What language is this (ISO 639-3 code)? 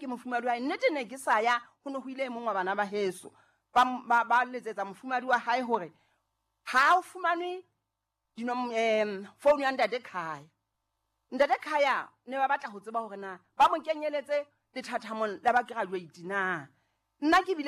sot